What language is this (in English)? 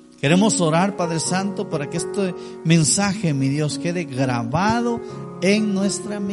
Spanish